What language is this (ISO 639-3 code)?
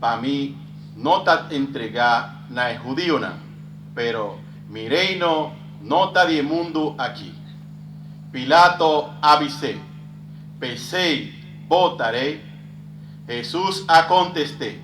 pap